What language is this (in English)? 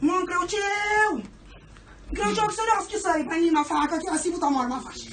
Kabuverdianu